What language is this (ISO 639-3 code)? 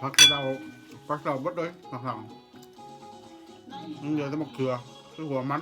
tts